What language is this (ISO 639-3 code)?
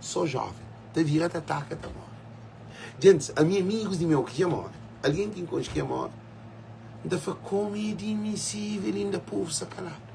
kea